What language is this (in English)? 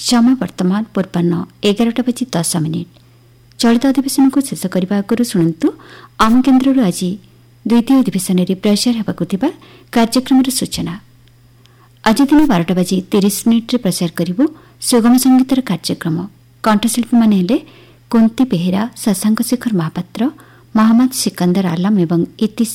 Odia